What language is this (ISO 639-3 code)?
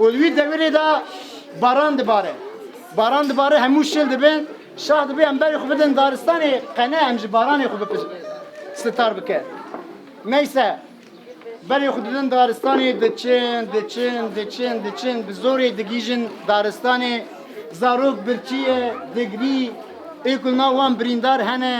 kur